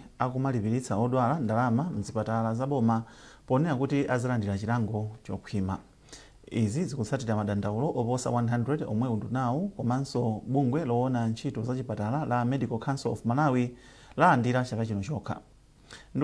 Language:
Nyanja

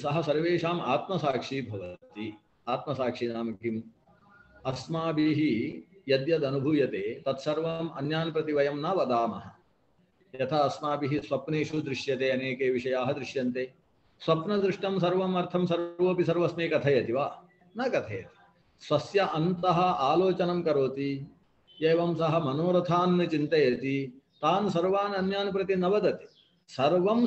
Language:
Sanskrit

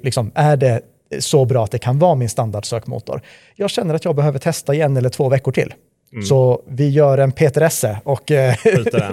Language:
Swedish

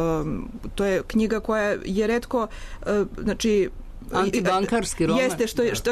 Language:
Serbian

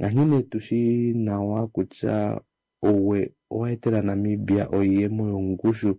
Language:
Kuanyama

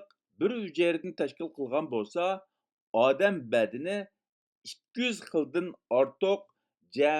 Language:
Uyghur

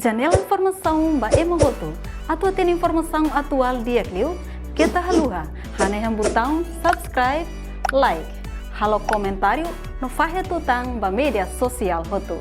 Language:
Tetum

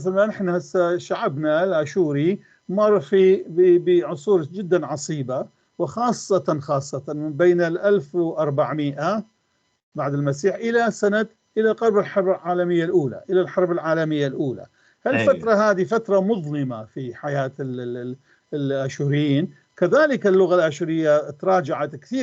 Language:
North Levantine Arabic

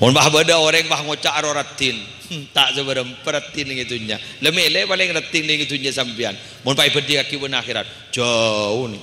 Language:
Madurese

